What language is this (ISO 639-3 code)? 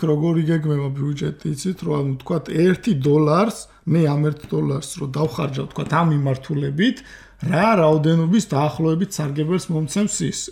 kat